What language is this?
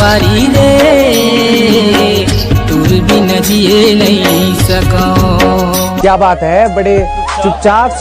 Chhattisgarhi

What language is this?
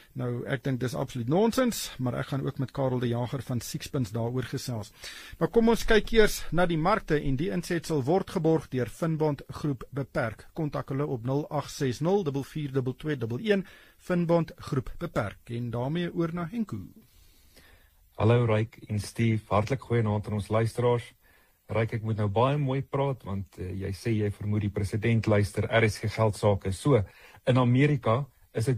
Afrikaans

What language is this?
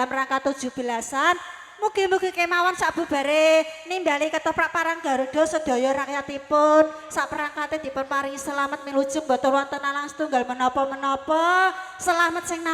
Javanese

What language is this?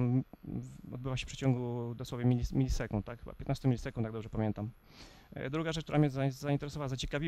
Polish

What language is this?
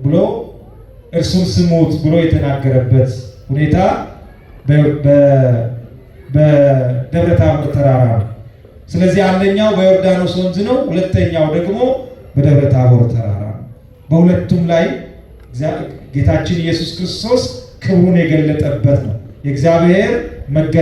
Amharic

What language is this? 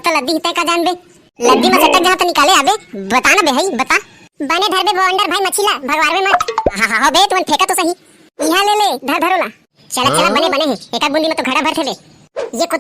Chhattisgarhi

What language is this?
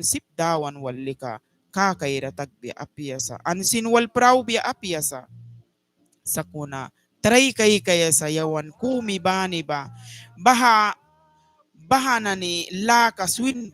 Mískito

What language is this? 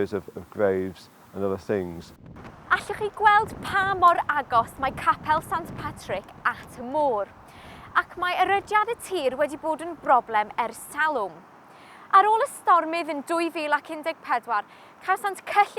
Welsh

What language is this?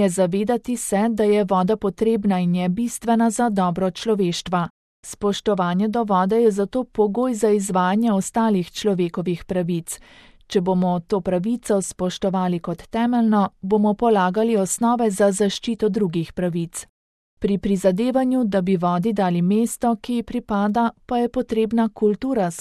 Slovenian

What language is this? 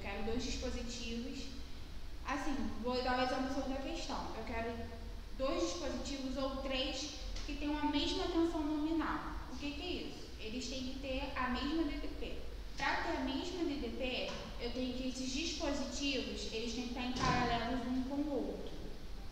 Portuguese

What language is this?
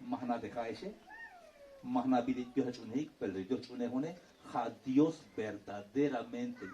Tzeltal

